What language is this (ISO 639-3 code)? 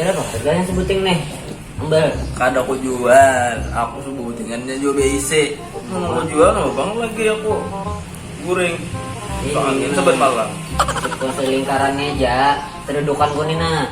bjn